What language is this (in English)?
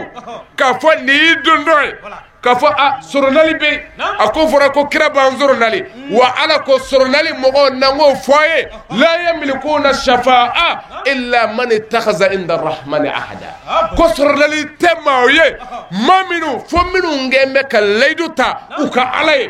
Bambara